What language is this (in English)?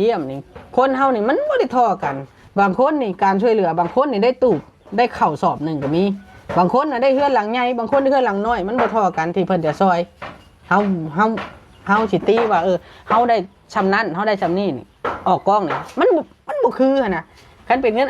Lao